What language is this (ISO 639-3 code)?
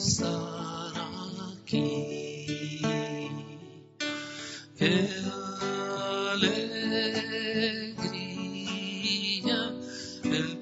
spa